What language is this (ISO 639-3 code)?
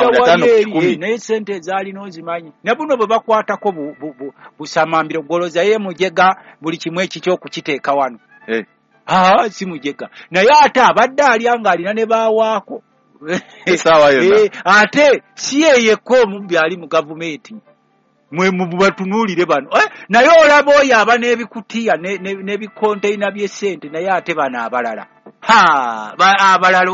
lug